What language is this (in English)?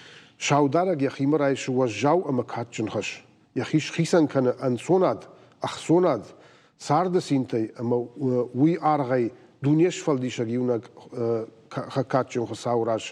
Ossetic